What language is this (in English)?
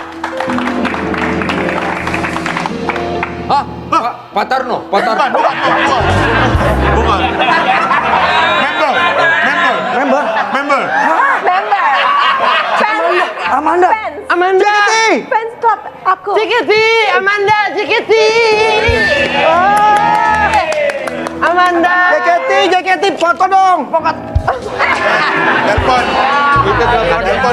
Indonesian